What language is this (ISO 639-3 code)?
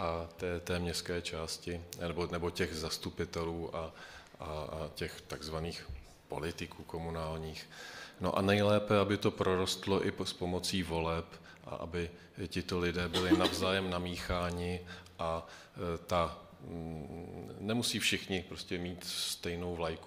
ces